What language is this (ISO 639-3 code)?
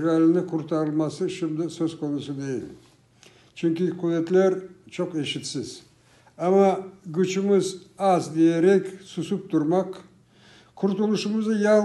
crh